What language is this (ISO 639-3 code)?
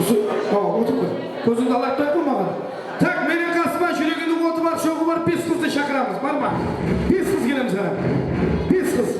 kaa